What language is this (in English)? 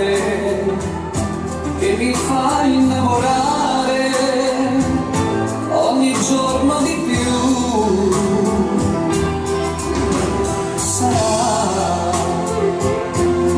Italian